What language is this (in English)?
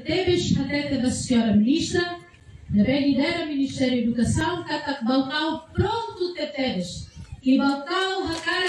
Tetum